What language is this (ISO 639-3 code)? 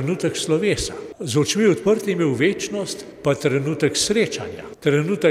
slv